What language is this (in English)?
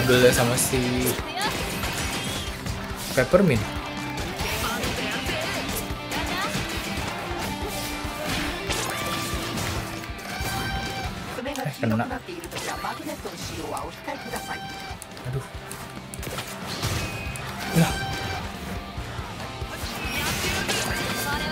Indonesian